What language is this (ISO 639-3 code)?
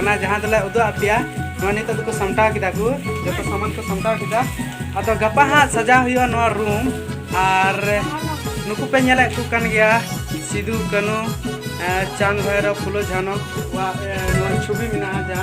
sat